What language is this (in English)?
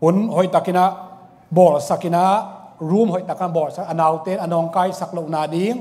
Tedim Chin